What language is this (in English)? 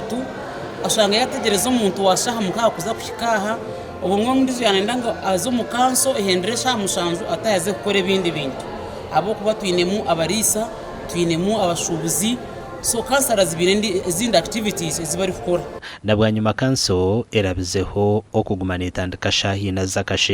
Nyankole